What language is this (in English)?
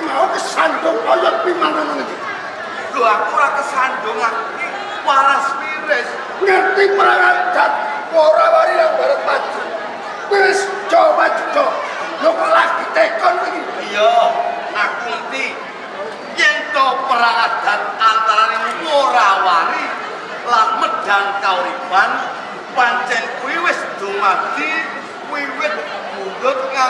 Javanese